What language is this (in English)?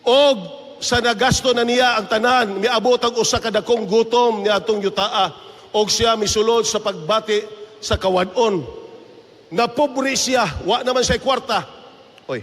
Cebuano